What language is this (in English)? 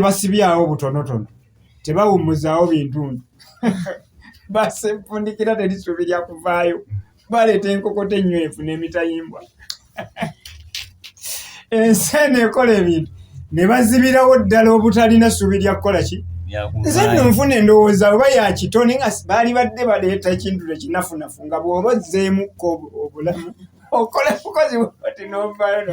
Ganda